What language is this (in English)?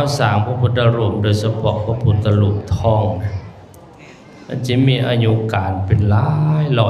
Lao